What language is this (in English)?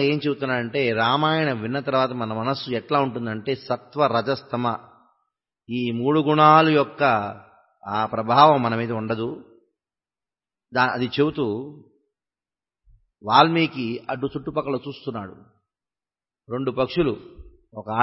Telugu